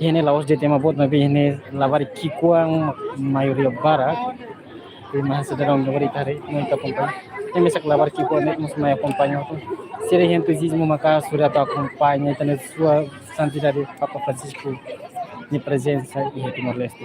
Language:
Tetum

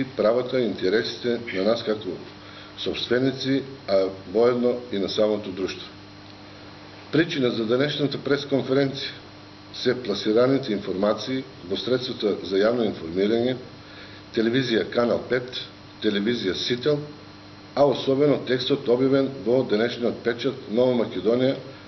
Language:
Macedonian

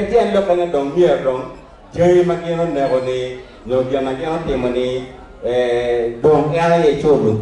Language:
Acoli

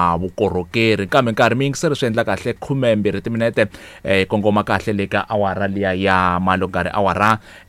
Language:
Tsonga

